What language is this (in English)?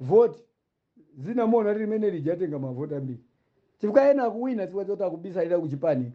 Nyanja